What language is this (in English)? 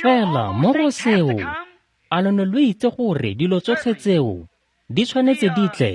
Tswana